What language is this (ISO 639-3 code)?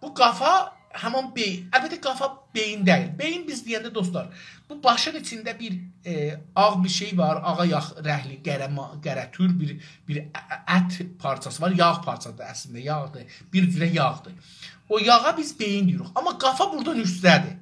azb